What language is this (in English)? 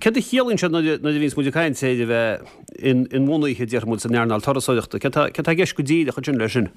Irish